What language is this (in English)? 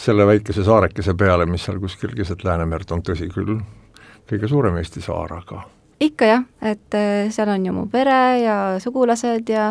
Estonian